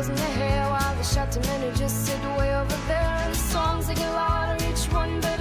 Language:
Western Frisian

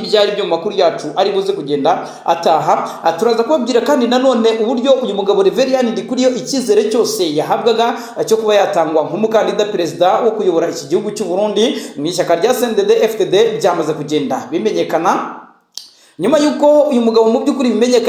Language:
Kinyarwanda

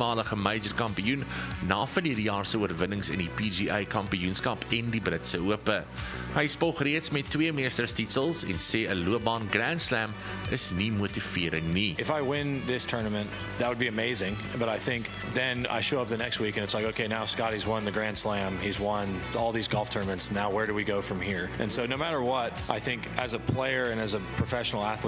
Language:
Afrikaans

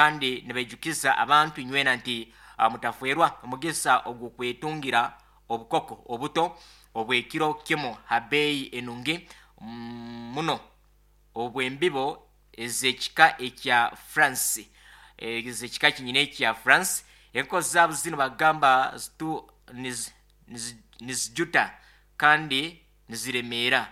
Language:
Nyankole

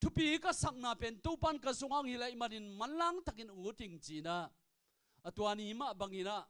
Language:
Tedim Chin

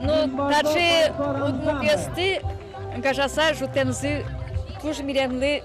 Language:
Udmurt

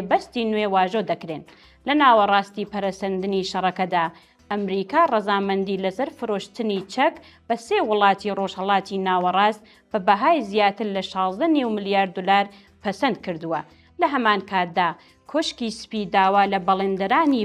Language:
Central Kurdish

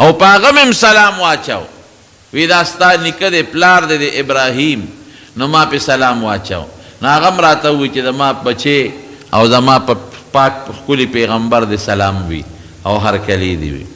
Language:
Pashto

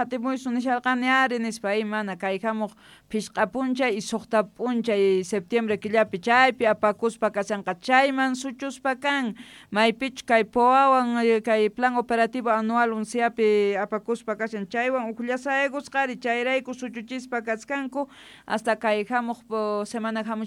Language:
South Bolivian Quechua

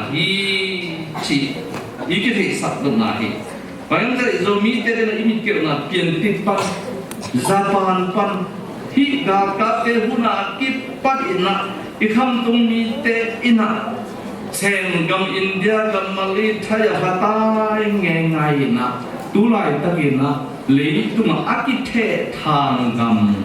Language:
Tedim Chin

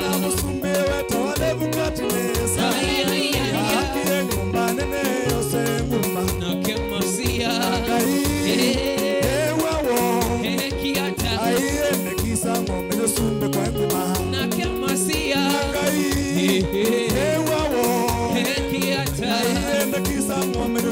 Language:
Kamba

